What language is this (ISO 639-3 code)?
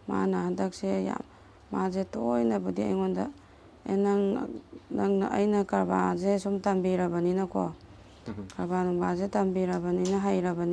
mni